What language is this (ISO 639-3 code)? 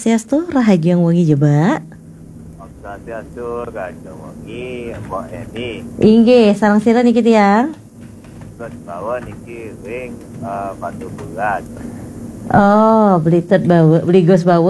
ban